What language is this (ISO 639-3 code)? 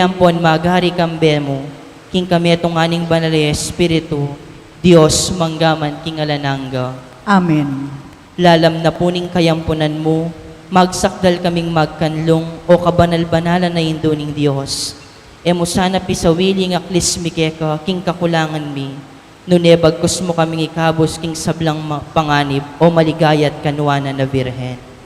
pam